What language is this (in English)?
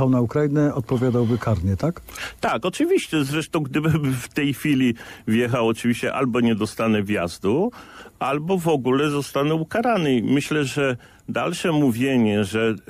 Polish